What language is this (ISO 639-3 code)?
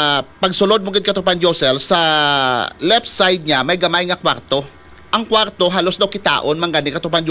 hil